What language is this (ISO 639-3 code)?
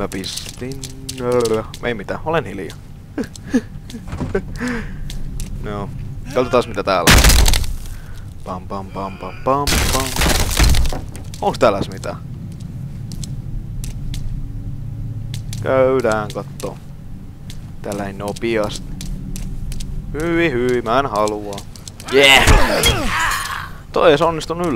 fin